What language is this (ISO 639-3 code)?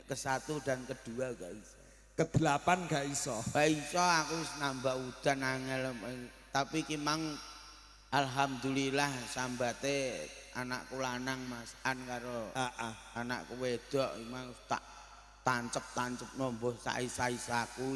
jav